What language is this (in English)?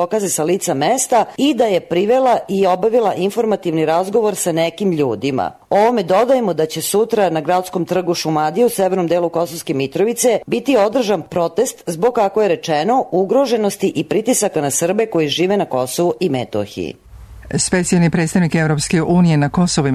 Serbian